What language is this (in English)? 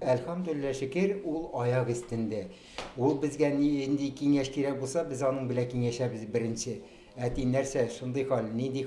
Tatar